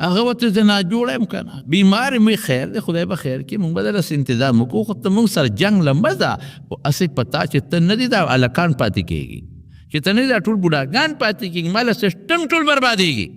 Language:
Pashto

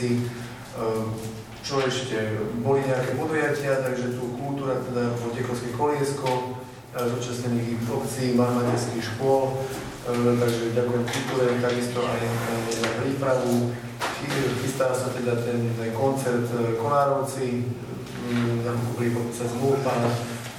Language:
Slovak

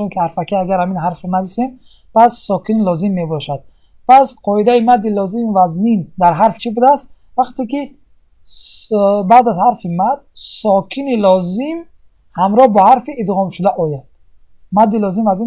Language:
Tajik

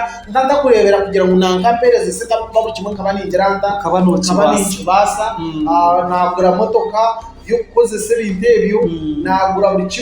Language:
Nyankole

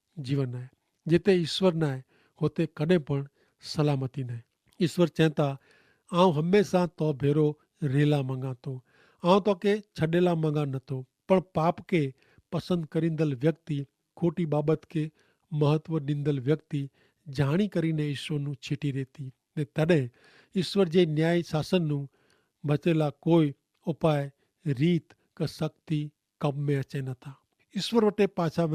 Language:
Kachhi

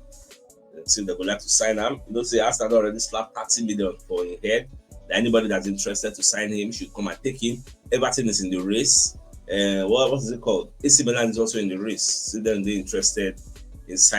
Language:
Nigerian Pidgin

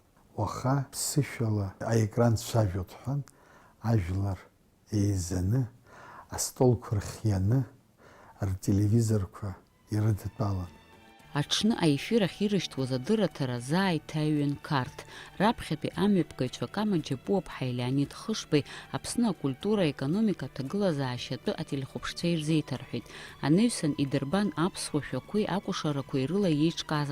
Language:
Abkhazian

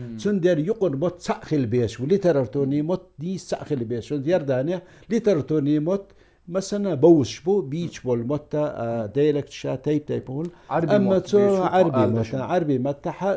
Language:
Chechen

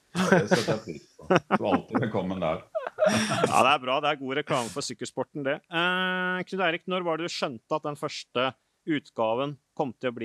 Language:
Norwegian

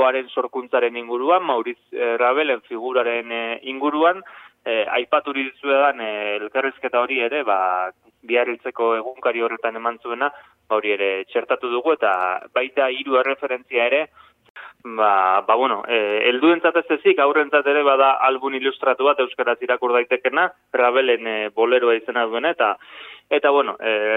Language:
Basque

